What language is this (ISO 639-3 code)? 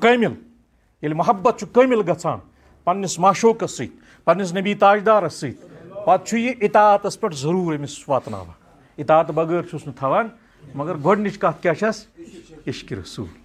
kas